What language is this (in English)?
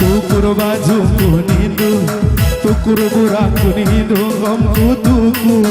Batak Karo